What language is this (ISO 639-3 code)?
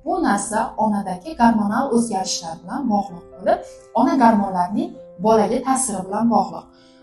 uzb